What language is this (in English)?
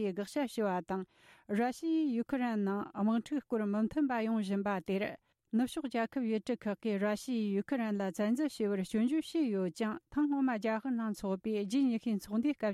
Tibetan